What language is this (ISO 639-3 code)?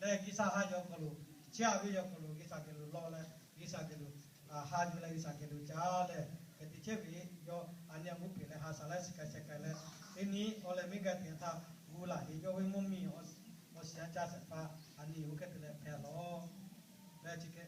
lhu